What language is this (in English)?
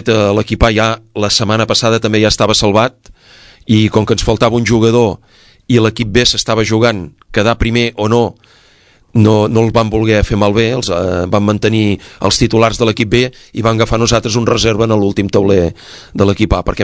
Catalan